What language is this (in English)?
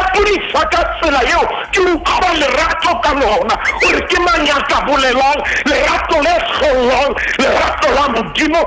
Southern Sotho